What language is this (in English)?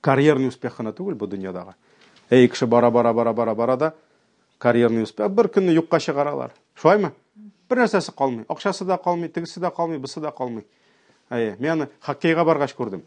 Tatar